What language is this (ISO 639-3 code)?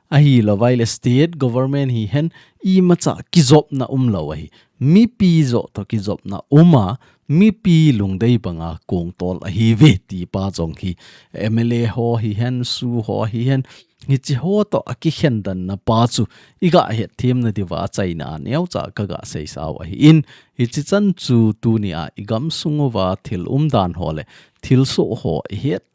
tcz